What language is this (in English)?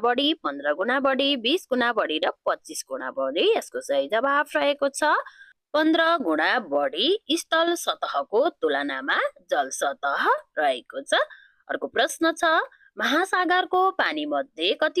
Nepali